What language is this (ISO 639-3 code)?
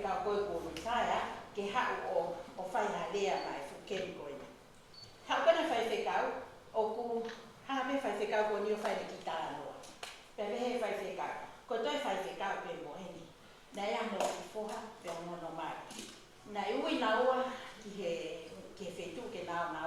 ton